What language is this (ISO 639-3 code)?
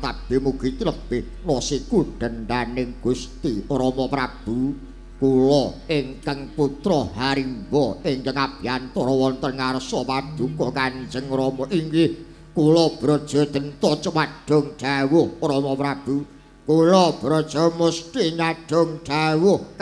jav